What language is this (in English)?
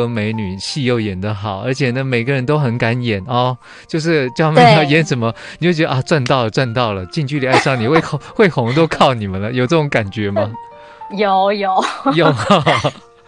Chinese